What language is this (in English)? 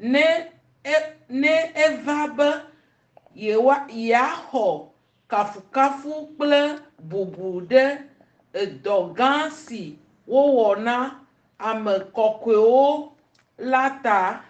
Ewe